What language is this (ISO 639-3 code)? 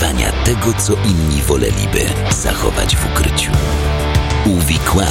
pol